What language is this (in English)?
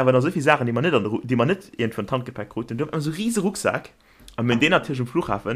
Luxembourgish